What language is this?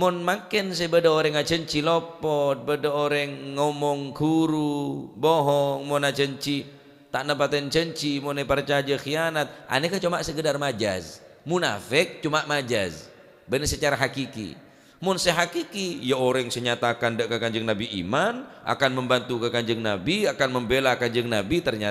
Madurese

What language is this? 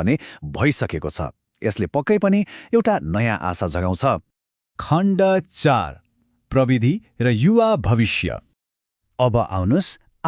Nepali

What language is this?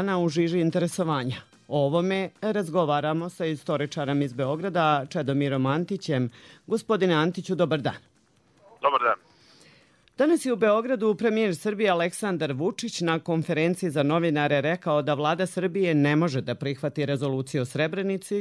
Serbian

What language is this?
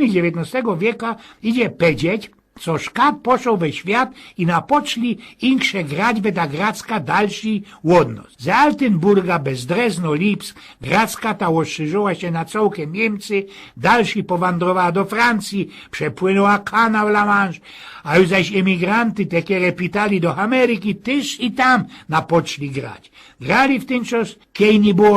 Silesian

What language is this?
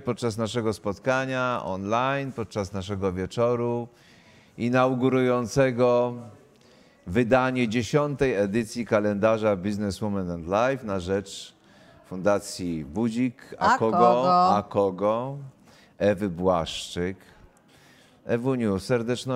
Polish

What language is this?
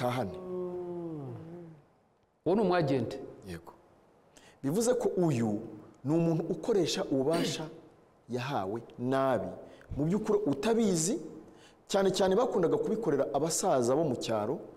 Kinyarwanda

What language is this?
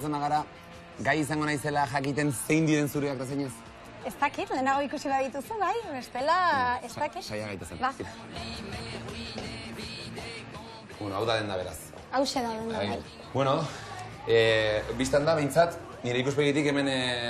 Basque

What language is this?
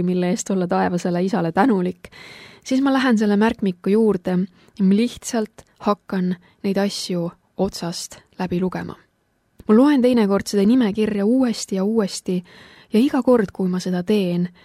Estonian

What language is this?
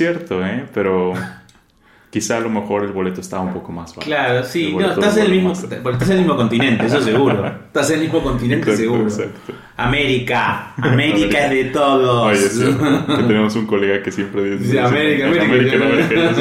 Spanish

